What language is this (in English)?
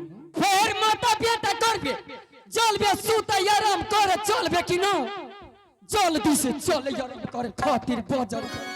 Angika